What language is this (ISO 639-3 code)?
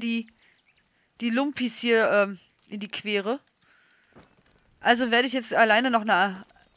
deu